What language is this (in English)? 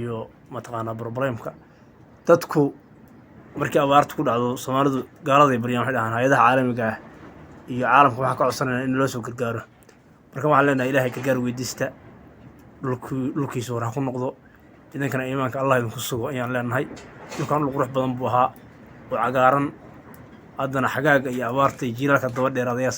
Somali